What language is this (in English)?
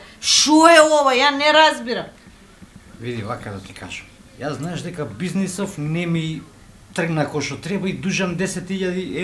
Macedonian